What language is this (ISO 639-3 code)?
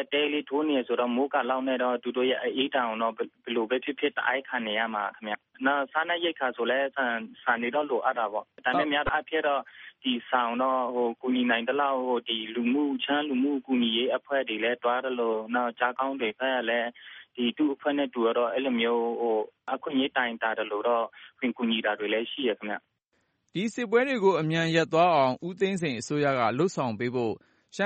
mya